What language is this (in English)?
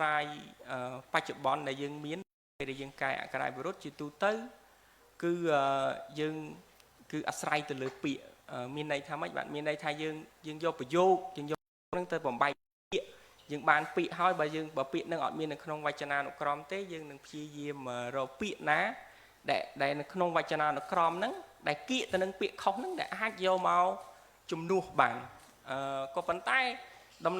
Khmer